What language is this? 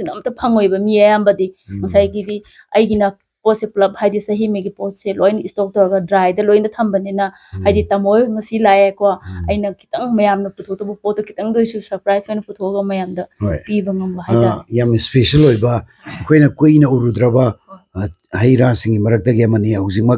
Manipuri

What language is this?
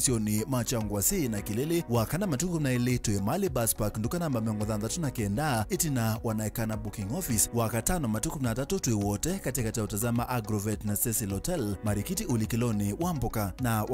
Kamba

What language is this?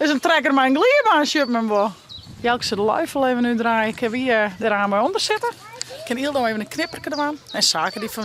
Western Frisian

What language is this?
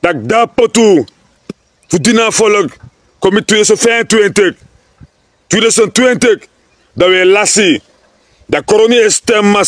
Sranan Tongo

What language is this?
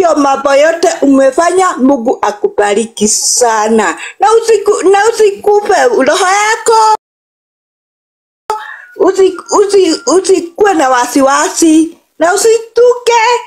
Swahili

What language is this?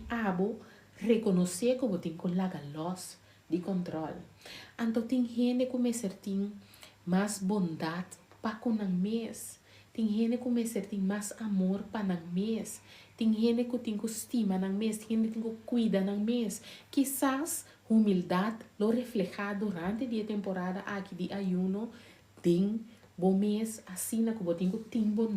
Papiamento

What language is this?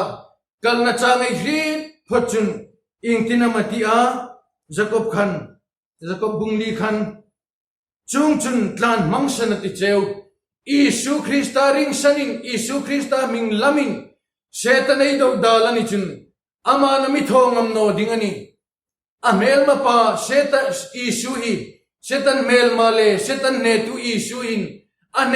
Hmar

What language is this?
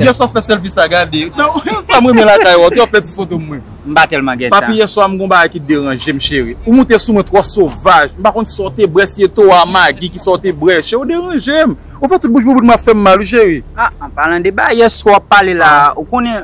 Haitian Creole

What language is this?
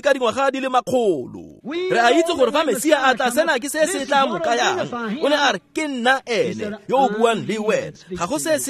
Tswana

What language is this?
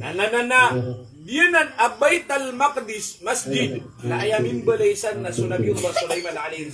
Maranao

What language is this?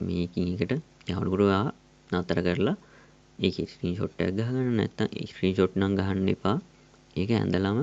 Sinhala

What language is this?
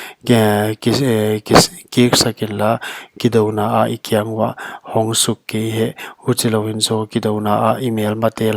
Paite Chin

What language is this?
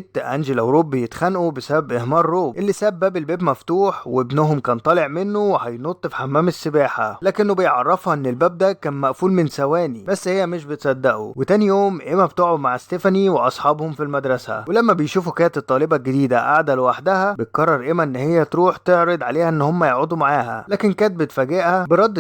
Egyptian Arabic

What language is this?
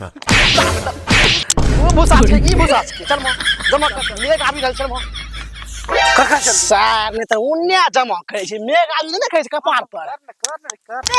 Maithili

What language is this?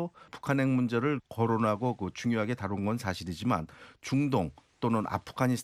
Korean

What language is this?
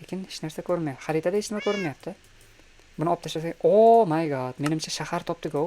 Uzbek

